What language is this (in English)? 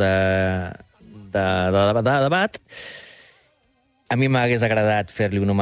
Catalan